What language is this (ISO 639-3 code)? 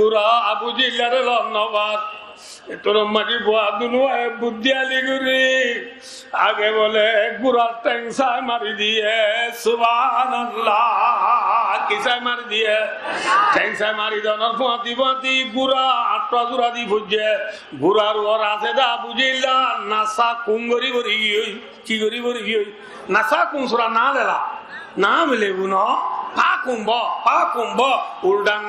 rhg